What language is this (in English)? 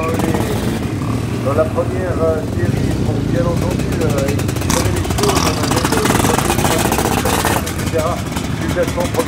French